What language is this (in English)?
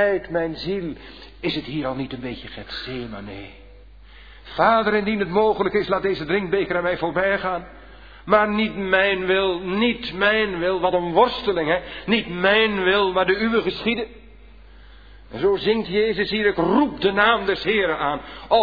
Dutch